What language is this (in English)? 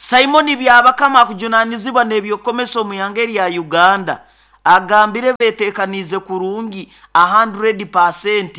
Nyoro